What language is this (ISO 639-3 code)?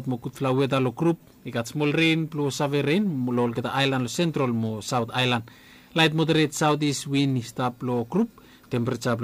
bis